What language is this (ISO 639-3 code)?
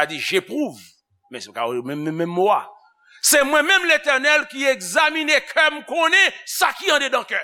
hat